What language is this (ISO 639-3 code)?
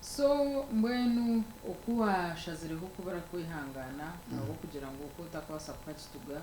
nyn